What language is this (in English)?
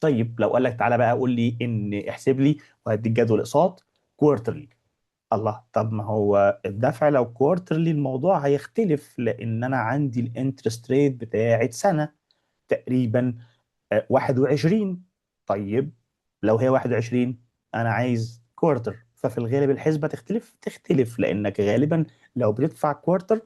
Egyptian Arabic